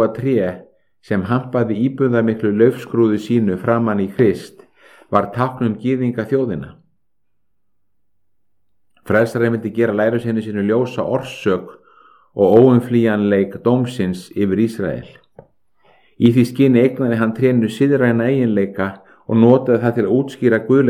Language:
Icelandic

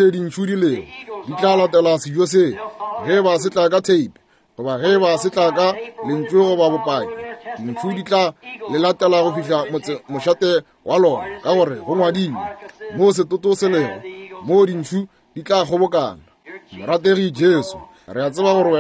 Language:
Northern Sotho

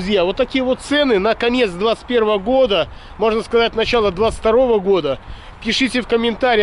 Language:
Russian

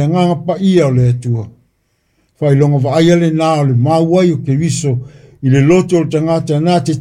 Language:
Samoan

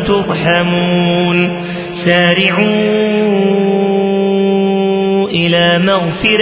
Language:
Arabic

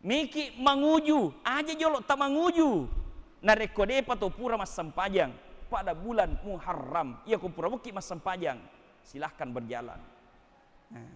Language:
Buginese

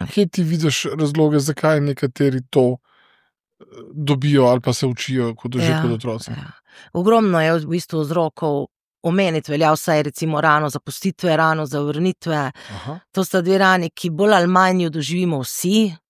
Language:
Slovenian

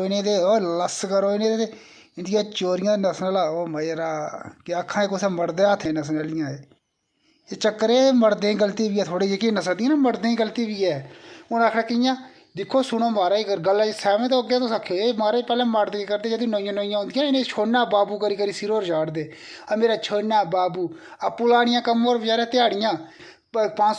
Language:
Dogri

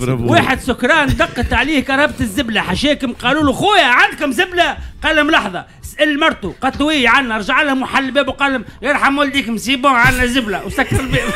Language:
Tunisian Arabic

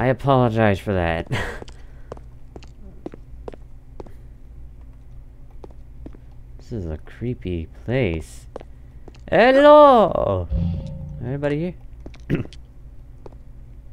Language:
English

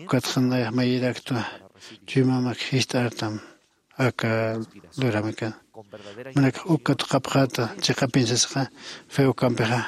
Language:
Aymara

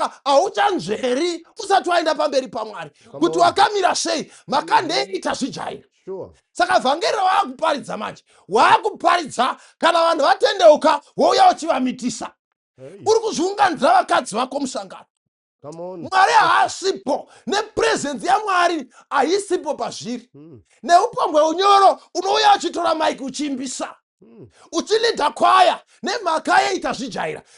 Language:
Shona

